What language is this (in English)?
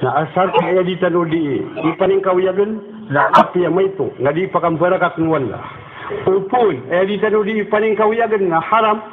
Maranao